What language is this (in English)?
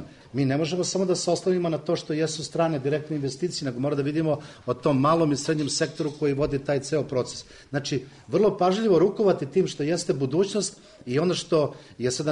Serbian